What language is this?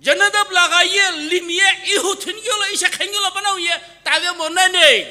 Sumi Naga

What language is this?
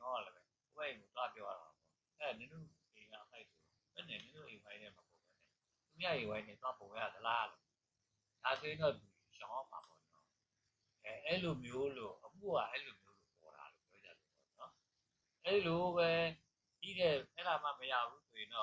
Burmese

